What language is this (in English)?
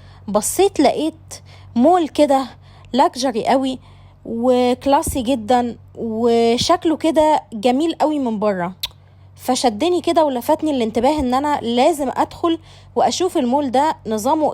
Egyptian Arabic